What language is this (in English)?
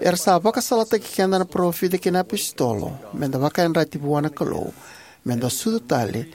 Fijian